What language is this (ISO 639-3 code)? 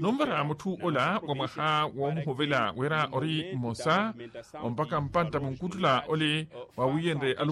vmw